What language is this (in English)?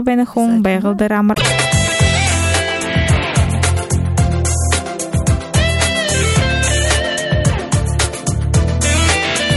Buriat